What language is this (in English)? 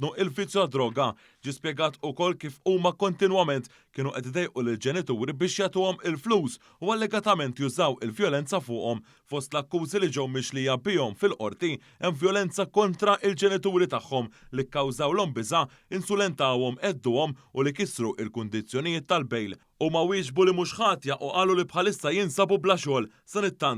Maltese